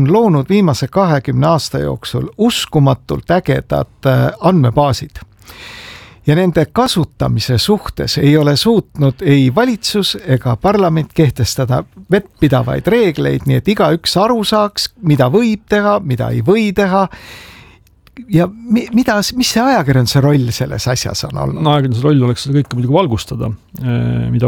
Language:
Estonian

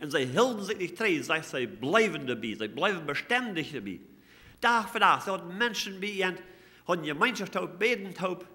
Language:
Plautdietsch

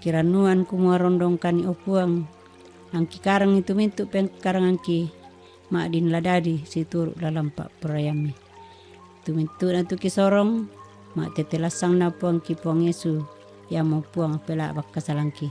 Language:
Toraja-Sa'dan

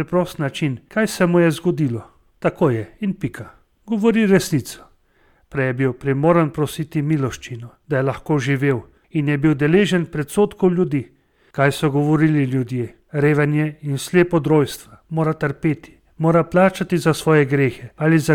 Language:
Slovenian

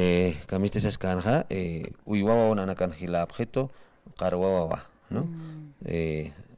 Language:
Aymara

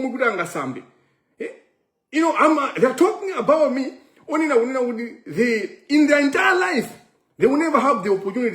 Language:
Nyanja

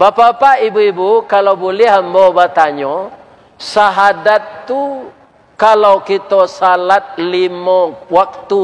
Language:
Minangkabau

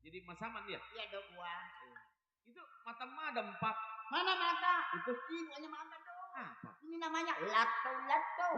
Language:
Betawi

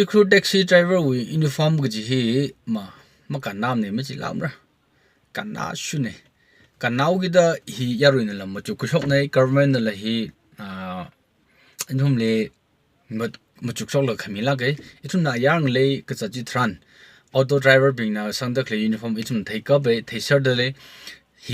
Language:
Tangkhul Naga (India)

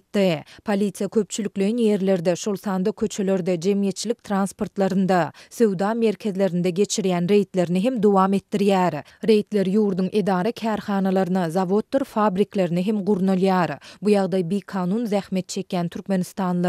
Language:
Turkmen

